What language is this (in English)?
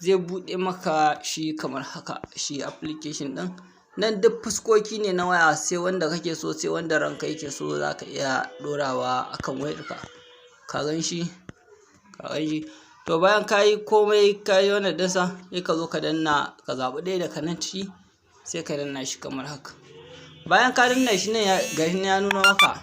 Hausa